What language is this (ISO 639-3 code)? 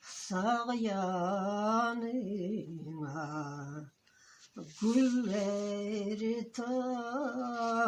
crh